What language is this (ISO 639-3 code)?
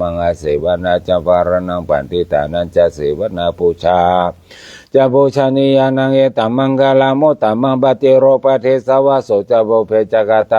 pli